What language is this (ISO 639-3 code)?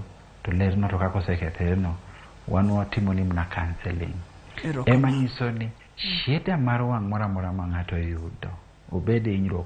luo